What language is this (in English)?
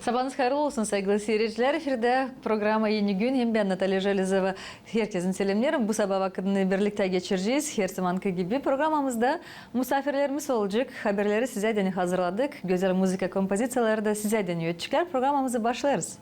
Gagauz